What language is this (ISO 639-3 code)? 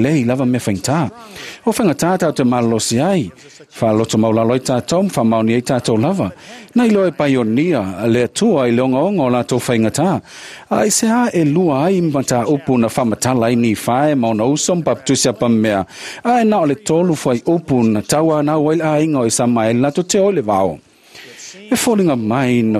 smo